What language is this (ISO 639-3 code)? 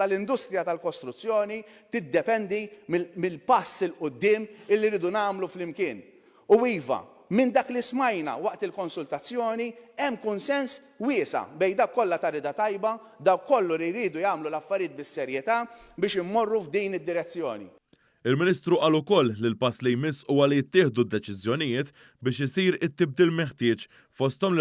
mlt